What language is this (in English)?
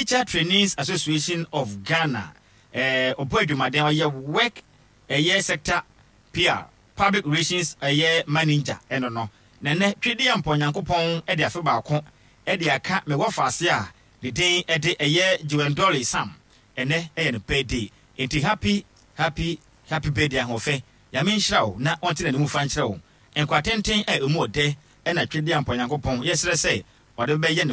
Akan